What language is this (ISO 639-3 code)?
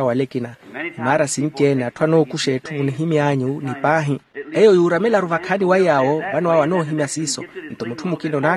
vmw